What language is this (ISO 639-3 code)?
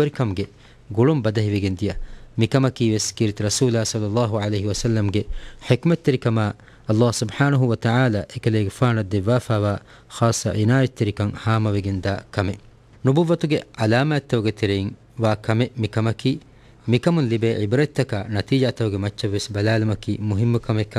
div